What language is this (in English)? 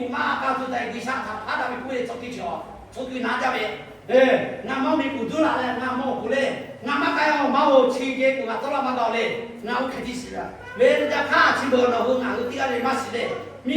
Lahu